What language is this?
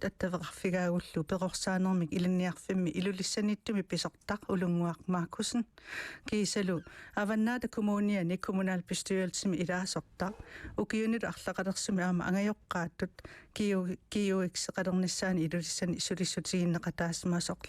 Kalaallisut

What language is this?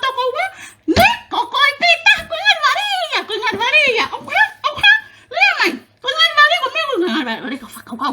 Tongan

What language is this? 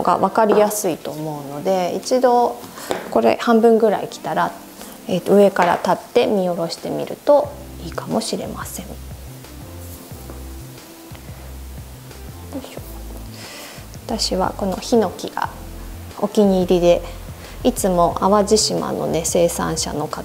Japanese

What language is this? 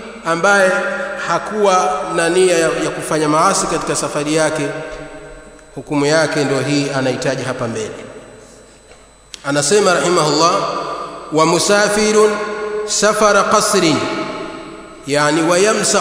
Swahili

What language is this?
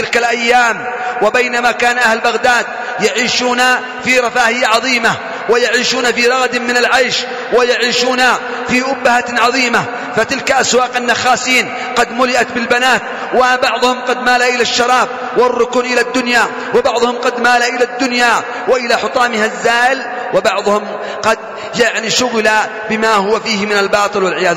Arabic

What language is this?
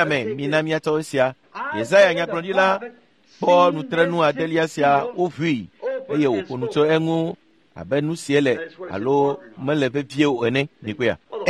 Ewe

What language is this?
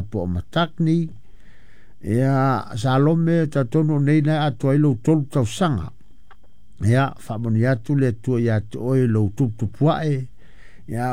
Samoan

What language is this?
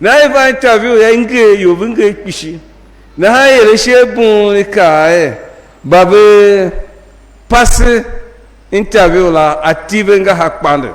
Tiv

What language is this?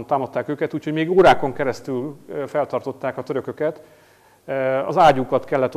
Hungarian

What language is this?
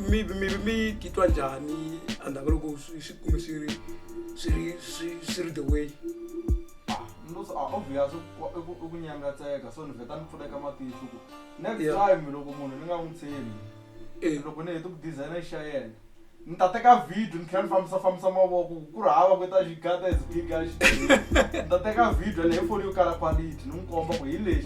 Tsonga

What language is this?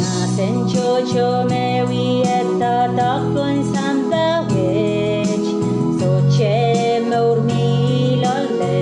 Pohnpeian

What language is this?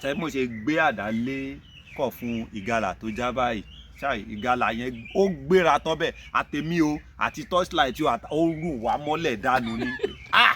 Yoruba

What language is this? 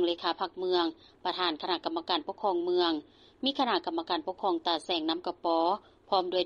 Lao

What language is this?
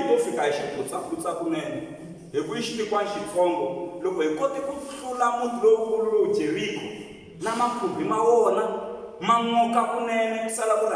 Tsonga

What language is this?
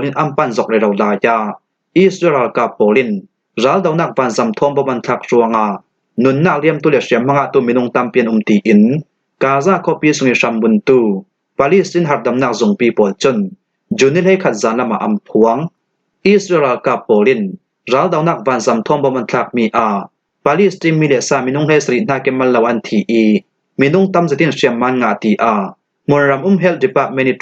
Falam Chin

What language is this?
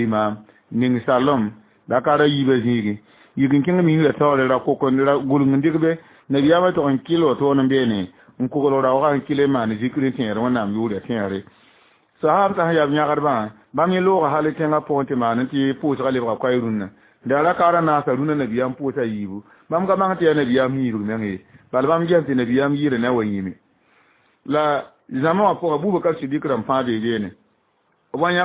Mossi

